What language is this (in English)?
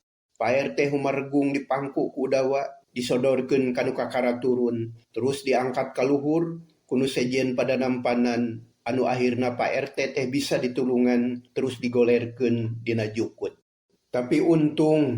Sundanese